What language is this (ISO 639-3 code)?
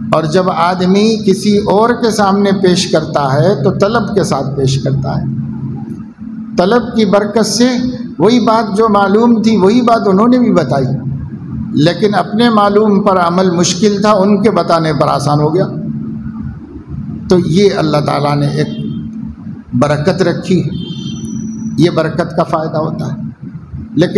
urd